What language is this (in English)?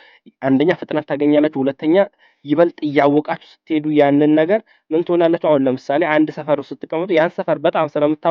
Amharic